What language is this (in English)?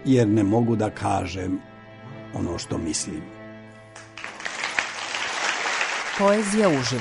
Serbian